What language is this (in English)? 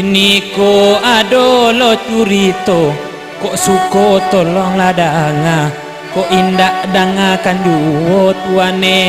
Minangkabau